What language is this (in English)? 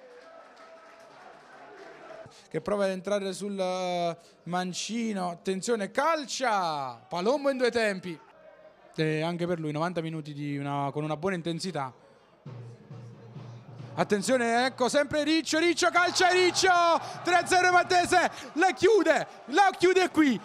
Italian